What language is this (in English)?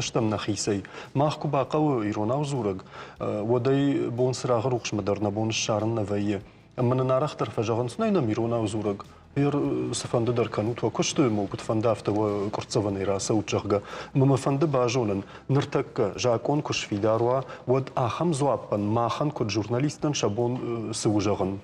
Ossetic